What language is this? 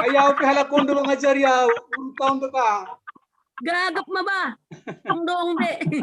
Batak Simalungun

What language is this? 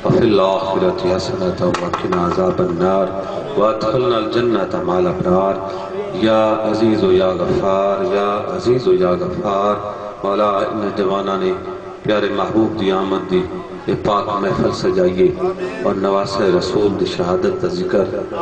Saraiki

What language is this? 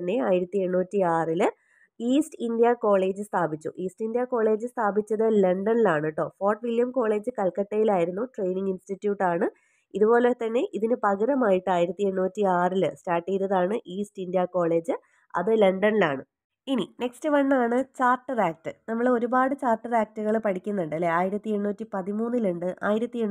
Malayalam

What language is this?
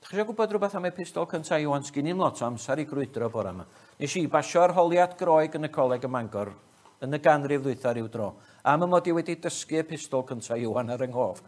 Welsh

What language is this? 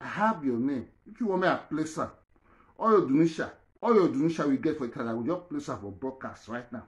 Nigerian Pidgin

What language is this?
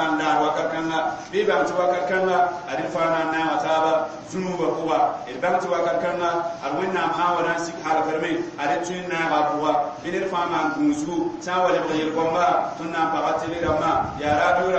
Mossi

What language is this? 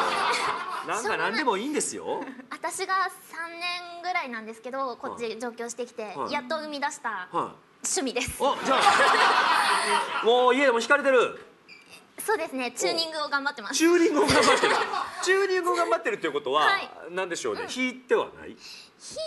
Japanese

